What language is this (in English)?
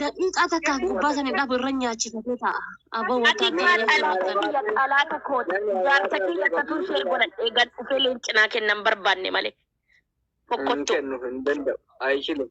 Oromo